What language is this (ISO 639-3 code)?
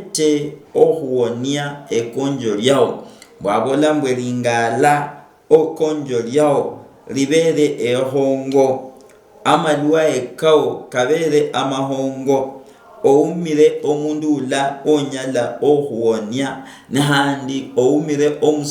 luy